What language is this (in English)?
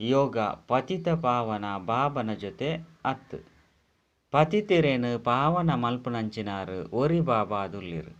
Tulu